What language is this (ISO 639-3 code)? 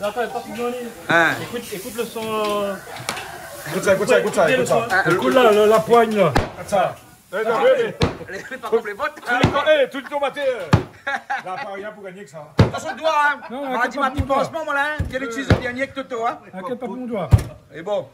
rcf